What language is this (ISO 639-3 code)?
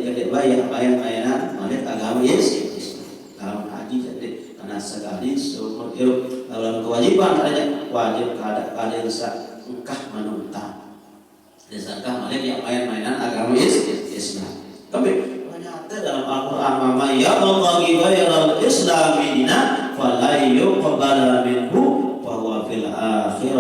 sas